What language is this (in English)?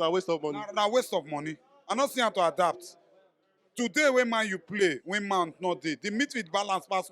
Nigerian Pidgin